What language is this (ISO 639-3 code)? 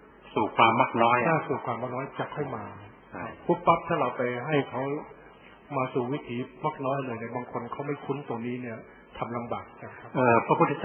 tha